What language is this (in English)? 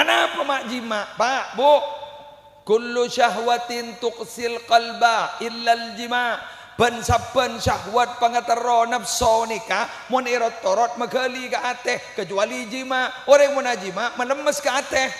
Madurese